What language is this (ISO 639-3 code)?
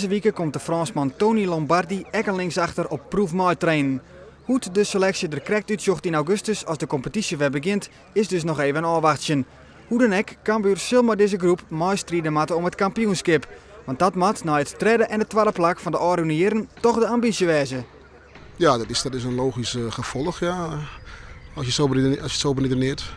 fry